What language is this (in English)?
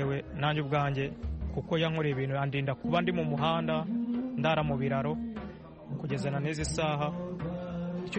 Kinyarwanda